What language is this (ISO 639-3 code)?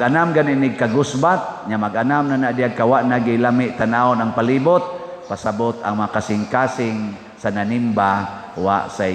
ceb